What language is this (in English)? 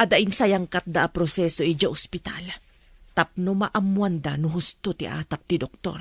Iloko